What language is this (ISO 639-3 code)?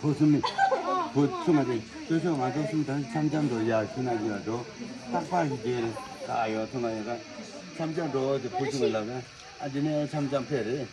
bod